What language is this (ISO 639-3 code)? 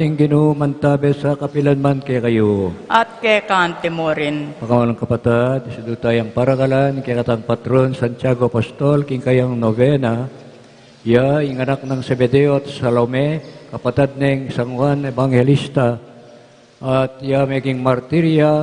pam